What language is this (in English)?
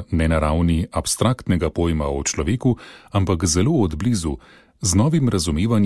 Slovenian